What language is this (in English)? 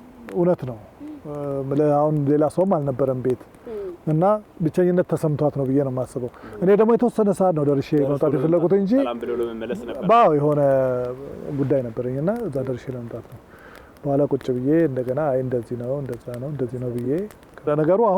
Amharic